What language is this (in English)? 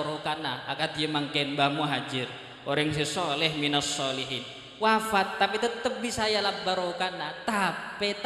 Madurese